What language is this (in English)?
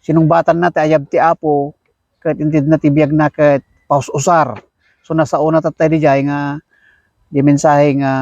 Iloko